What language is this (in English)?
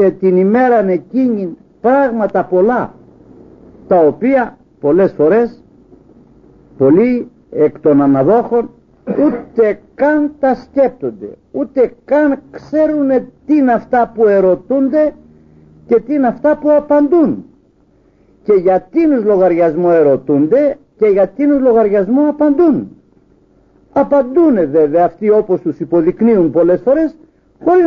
Greek